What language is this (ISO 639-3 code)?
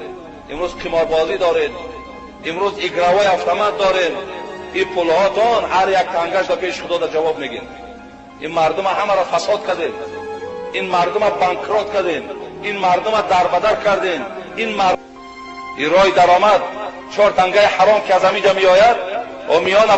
tgk